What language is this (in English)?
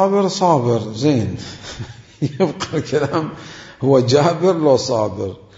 Mesopotamian Arabic